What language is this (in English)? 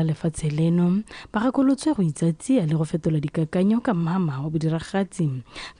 Tswana